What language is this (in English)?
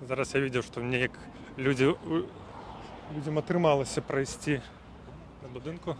Belarusian